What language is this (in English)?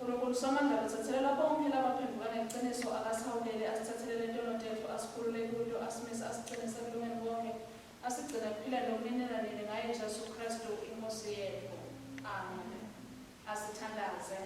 Swati